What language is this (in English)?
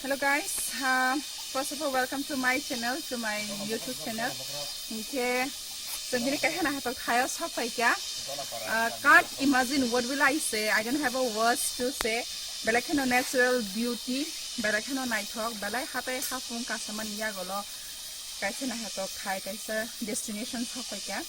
Kok Borok